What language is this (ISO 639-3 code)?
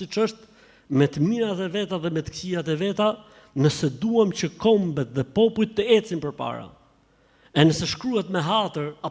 sqi